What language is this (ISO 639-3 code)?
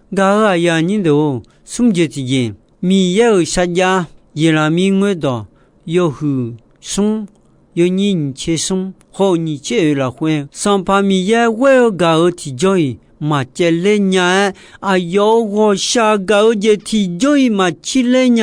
ahk